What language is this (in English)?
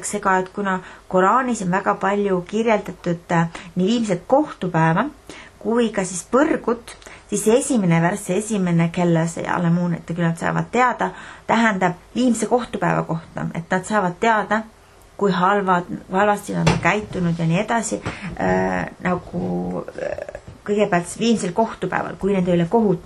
Estonian